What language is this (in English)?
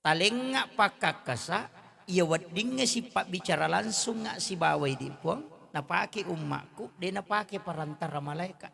Buginese